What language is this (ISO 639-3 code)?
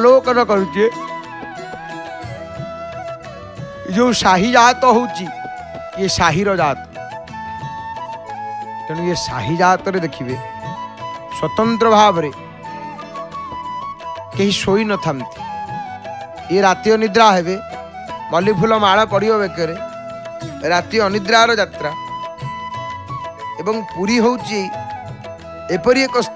ori